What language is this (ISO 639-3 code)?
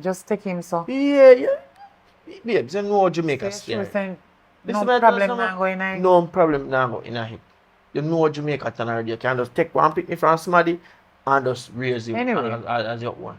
jam